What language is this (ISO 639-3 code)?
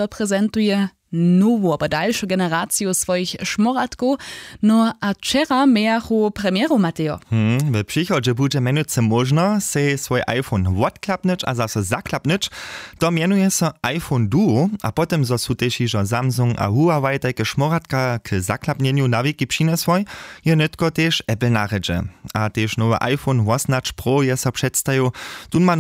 hsb